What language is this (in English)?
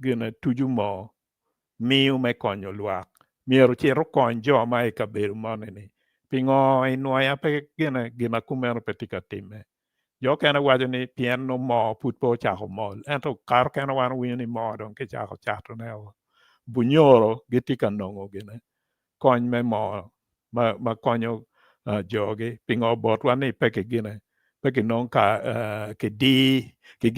Acoli